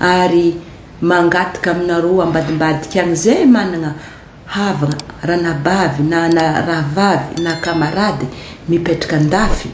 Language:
Malagasy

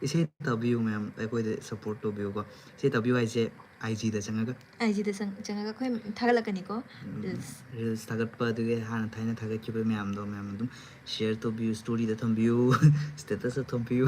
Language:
Manipuri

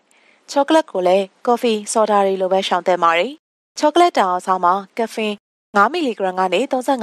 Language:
Burmese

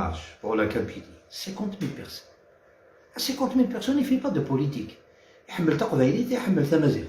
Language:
Algerian Arabic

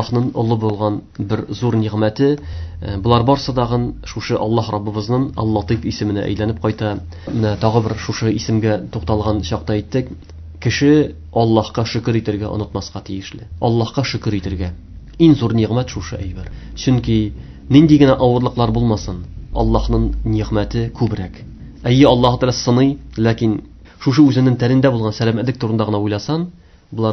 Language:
Tatar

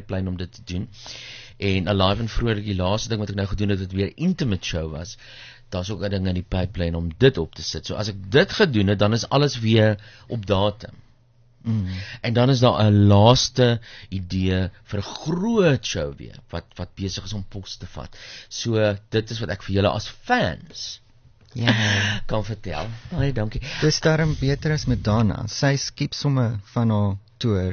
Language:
Afrikaans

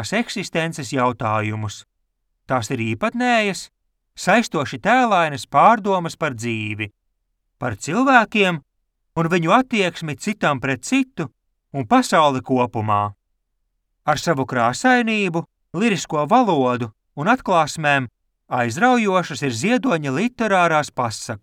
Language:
Latvian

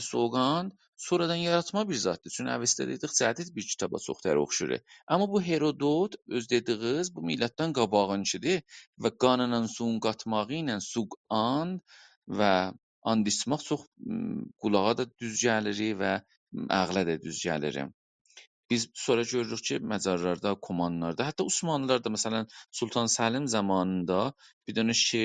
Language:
South Azerbaijani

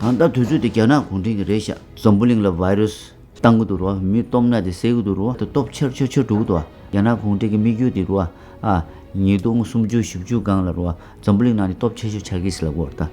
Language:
Tibetan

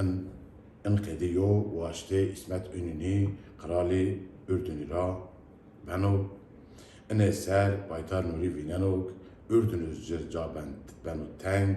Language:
Zaza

